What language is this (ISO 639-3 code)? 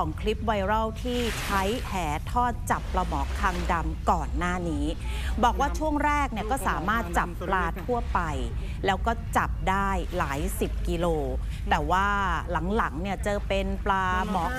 tha